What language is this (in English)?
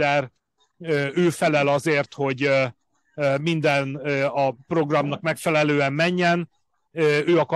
Hungarian